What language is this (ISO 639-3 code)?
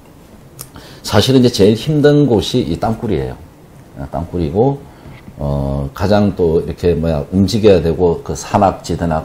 kor